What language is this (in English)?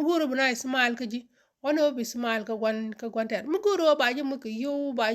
Nuer